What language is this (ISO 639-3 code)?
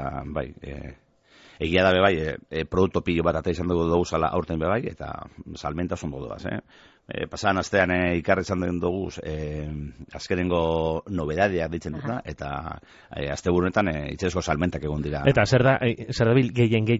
eus